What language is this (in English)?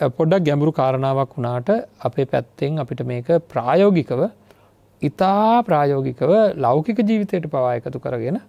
Sinhala